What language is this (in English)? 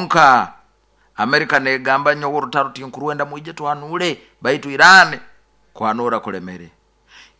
Nyoro